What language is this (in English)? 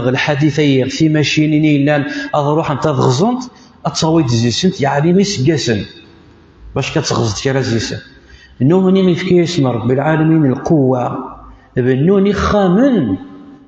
Kabyle